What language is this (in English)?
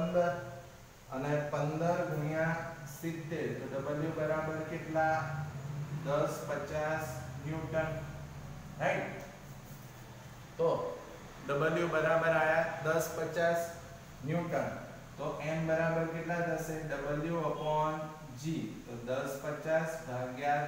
Gujarati